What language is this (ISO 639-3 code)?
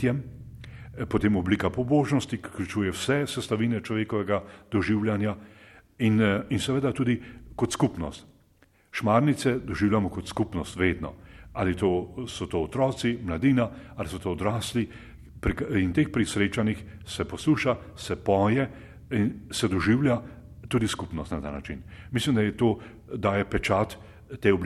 slv